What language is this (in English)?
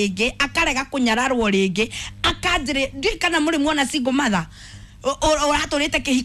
Kikuyu